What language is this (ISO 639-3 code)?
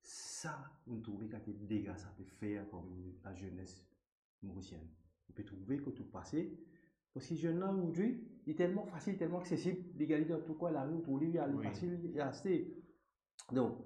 mfe